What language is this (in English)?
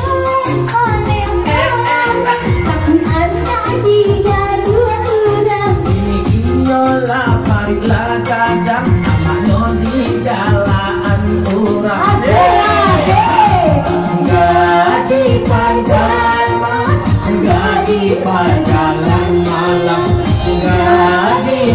Minangkabau